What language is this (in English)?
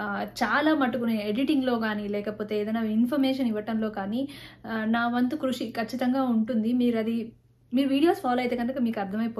Telugu